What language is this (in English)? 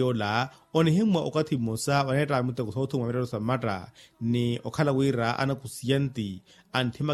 Makhuwa